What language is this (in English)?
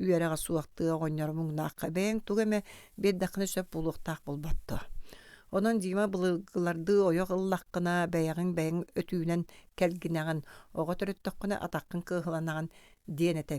Yakut